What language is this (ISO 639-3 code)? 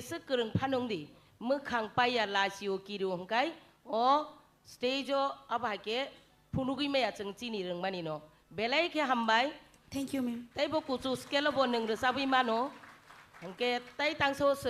trp